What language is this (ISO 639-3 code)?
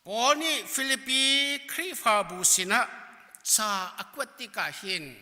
cnh